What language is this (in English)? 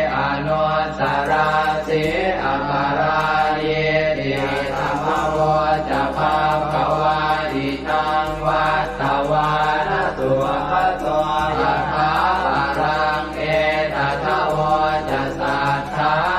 Pali